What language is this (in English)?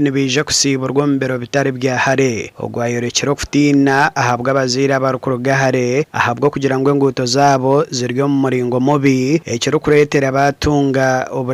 Nyankole